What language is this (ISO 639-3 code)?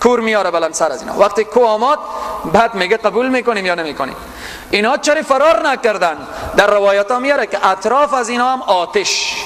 fas